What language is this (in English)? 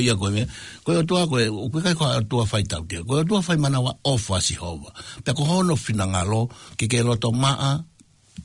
Tongan